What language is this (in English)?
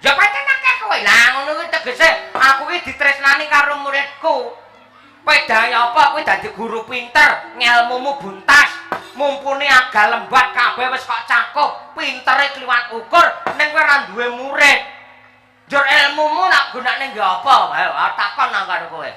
Javanese